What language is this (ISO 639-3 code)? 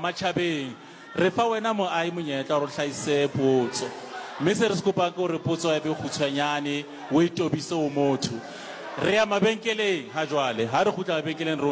sot